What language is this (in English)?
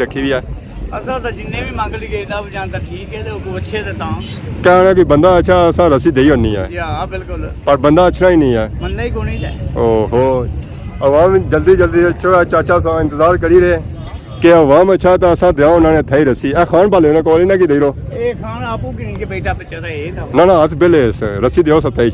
Pahari-Potwari